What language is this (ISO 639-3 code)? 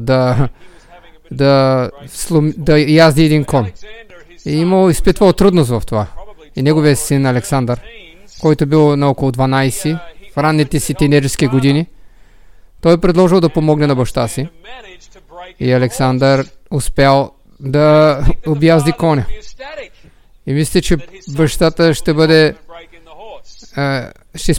bul